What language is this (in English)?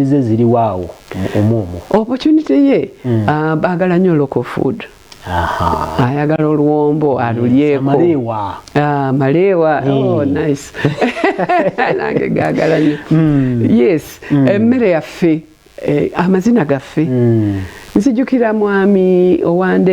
Ganda